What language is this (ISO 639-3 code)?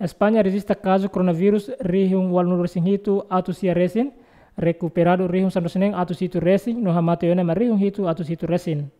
tet